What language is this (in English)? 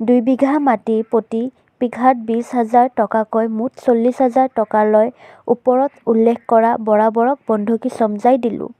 Assamese